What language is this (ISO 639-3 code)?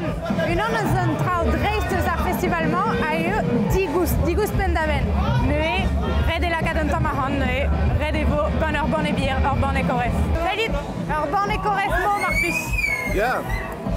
bre